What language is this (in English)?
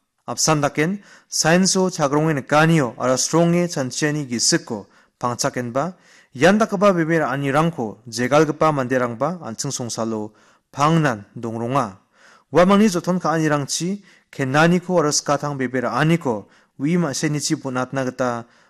Garo